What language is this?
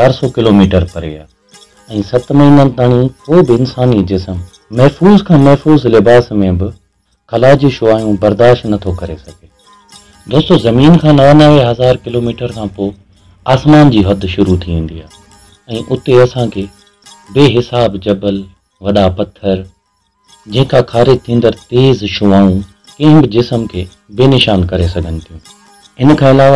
Sindhi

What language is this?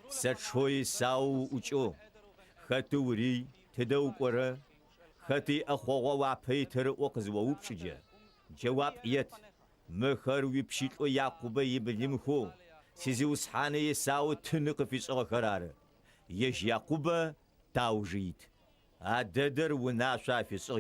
Adyghe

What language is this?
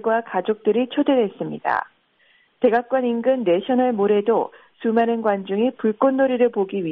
Korean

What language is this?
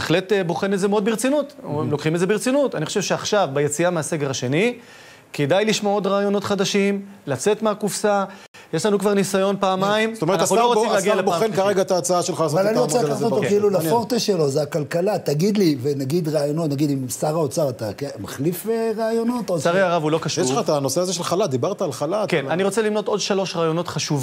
Hebrew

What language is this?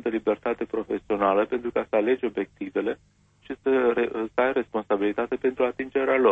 Romanian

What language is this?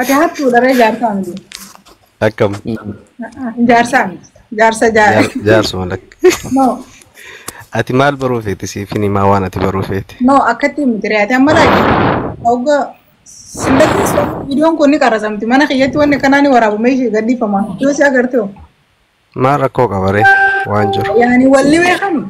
Oromo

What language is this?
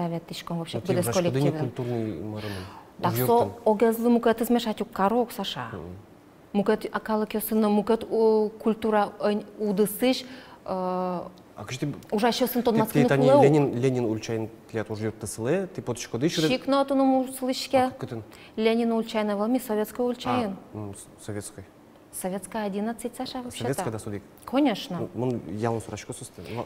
Udmurt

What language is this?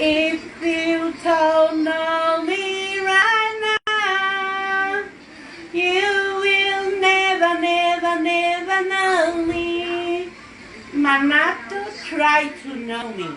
Tongan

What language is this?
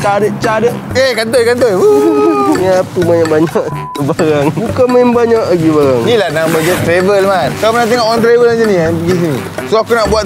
Malay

